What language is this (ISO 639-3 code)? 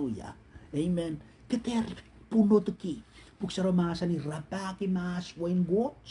pon